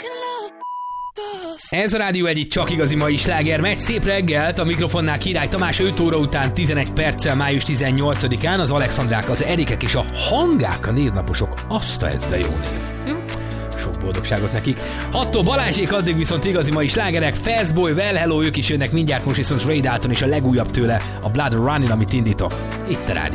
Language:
Hungarian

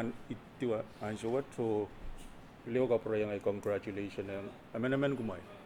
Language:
Pohnpeian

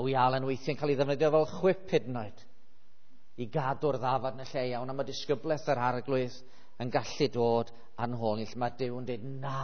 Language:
Welsh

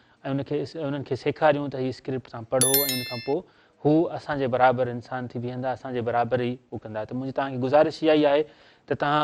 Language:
Sindhi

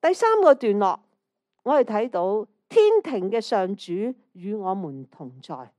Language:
Cantonese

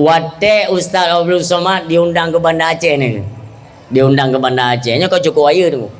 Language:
Achinese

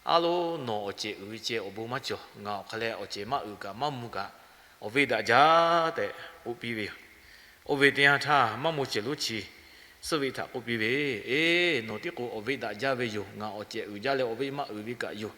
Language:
Lahu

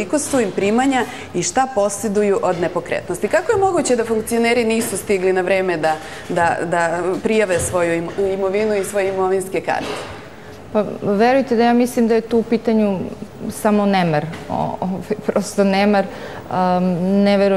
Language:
Serbian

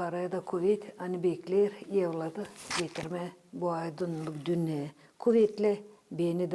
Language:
Gagauz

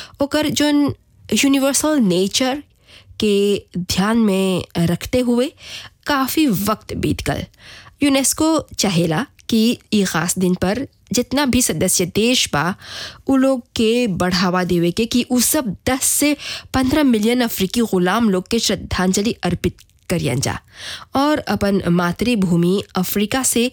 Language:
Bhojpuri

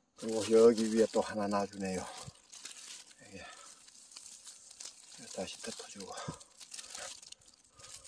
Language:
Korean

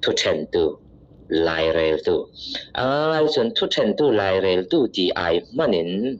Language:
Falam Chin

